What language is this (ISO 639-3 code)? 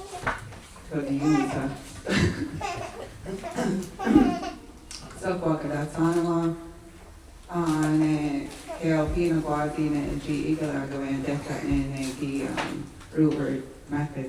moh